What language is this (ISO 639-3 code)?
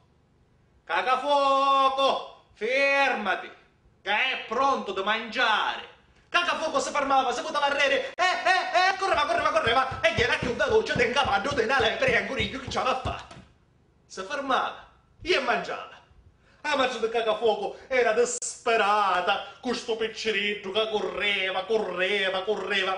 scn